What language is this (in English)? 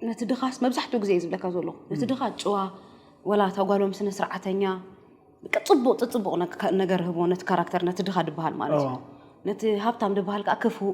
Tigrinya